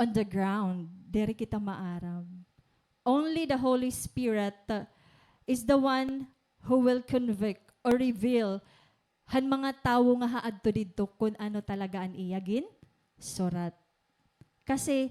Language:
Waray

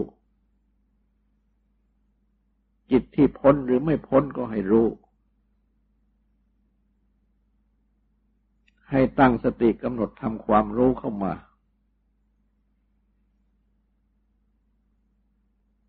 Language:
Thai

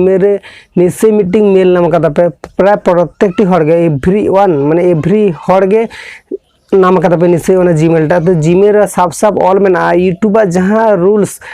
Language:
Santali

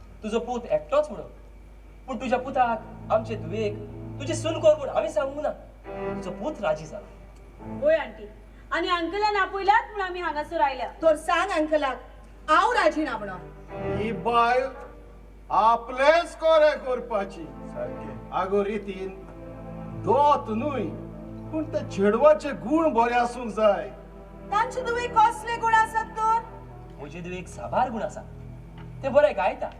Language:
Konkani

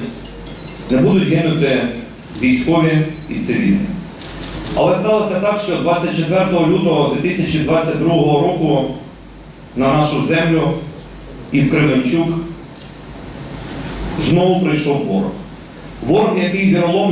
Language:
Ukrainian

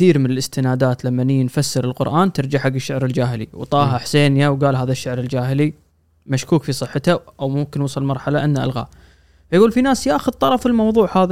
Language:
Gulf Arabic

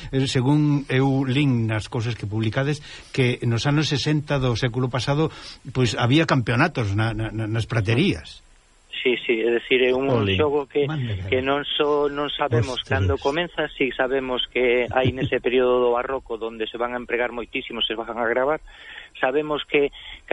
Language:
Galician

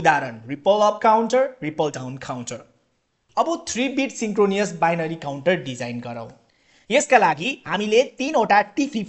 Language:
Nepali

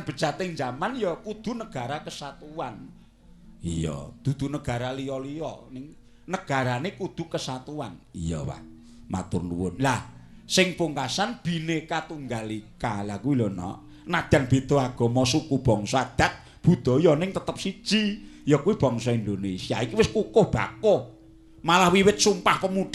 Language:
Javanese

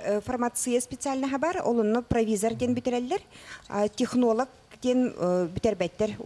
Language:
Yakut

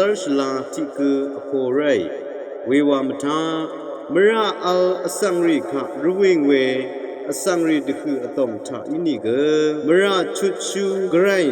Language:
Rawang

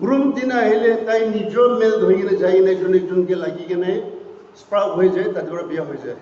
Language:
Naga Pidgin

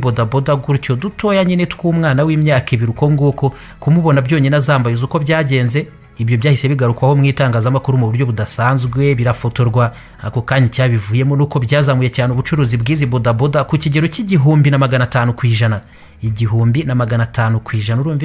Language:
Kinyarwanda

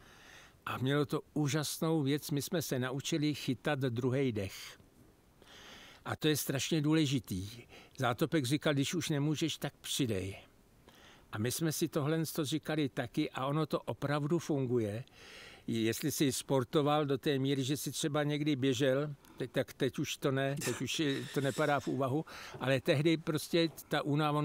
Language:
Czech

